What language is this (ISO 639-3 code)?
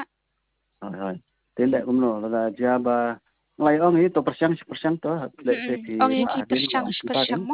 kha